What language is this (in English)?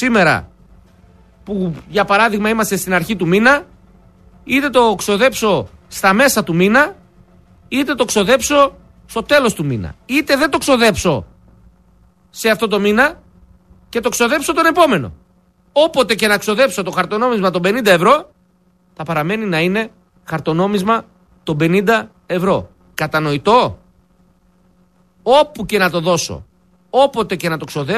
Greek